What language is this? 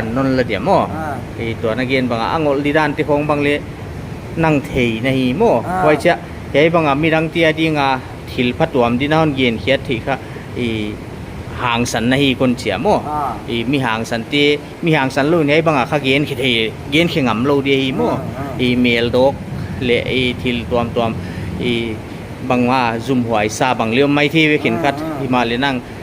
Paite Chin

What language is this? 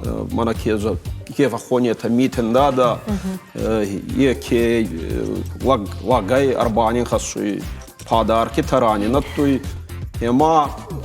Ossetic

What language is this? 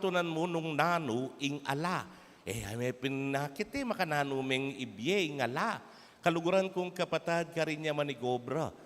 Pampanga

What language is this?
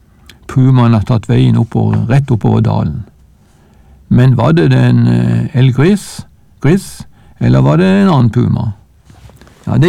Norwegian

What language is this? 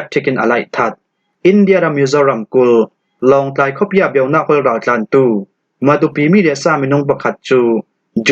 Falam Chin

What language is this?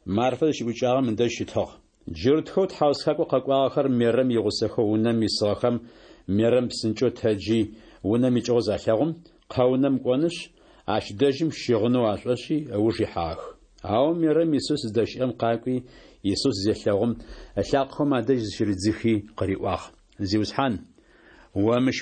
Adyghe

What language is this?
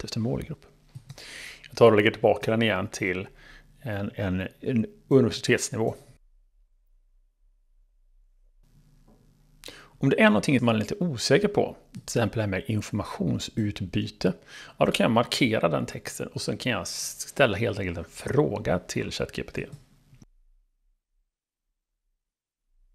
Swedish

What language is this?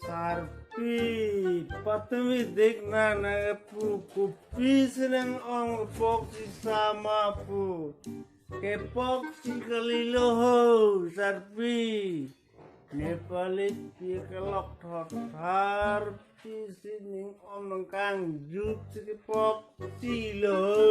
Karbi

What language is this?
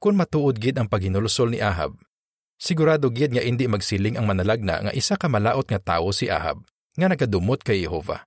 Hiligaynon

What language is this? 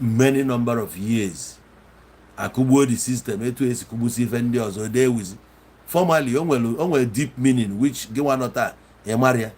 Igbo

